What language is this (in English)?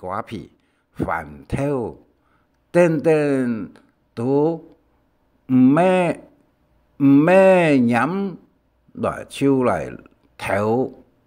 Hakka Chinese